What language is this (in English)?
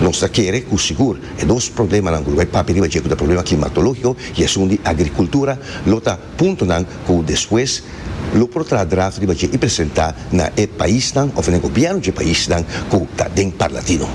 Papiamento